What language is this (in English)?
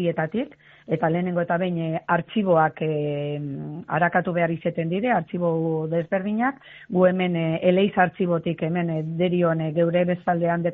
Basque